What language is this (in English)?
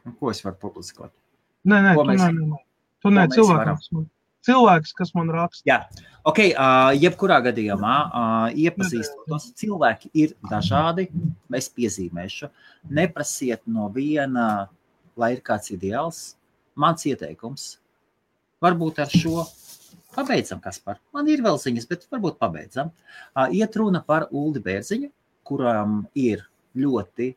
Latvian